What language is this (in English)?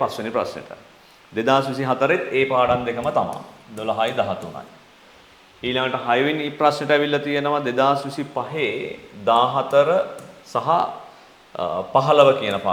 Sinhala